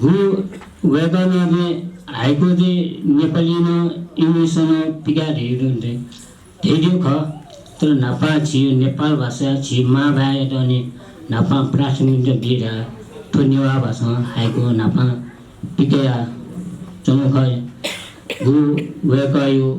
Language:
Newari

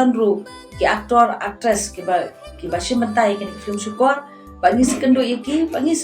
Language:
Khasi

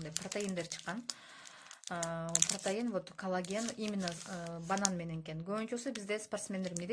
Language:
Kyrgyz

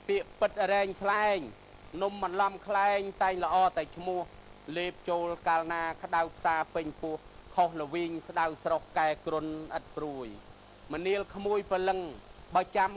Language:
Khmer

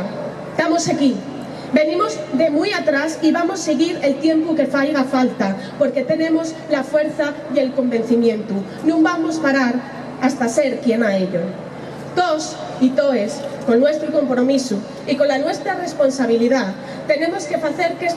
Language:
Asturian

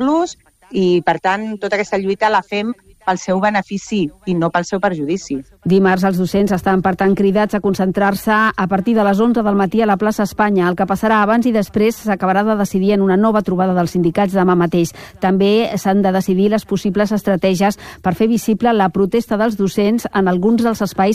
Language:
Catalan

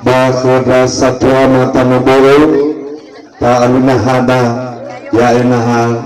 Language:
Nias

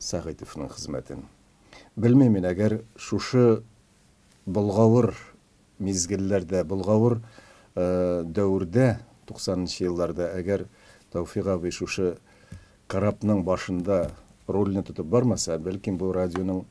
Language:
Tatar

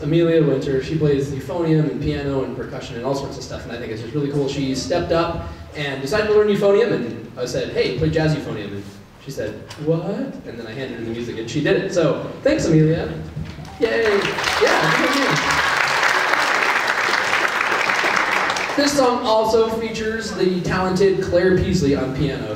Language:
English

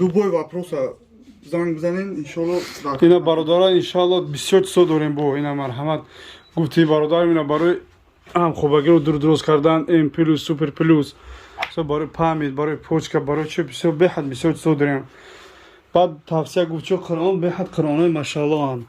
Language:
Tajik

